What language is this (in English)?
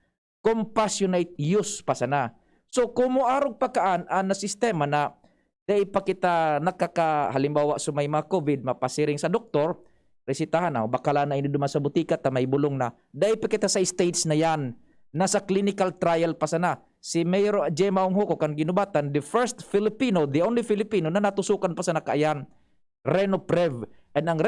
Bikol